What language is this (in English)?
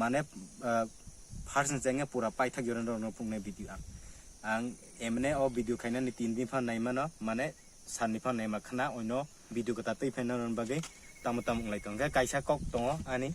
Kok Borok